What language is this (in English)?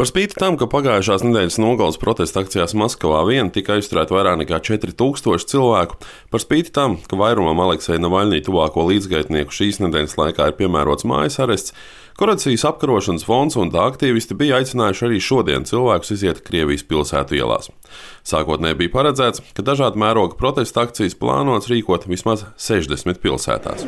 Latvian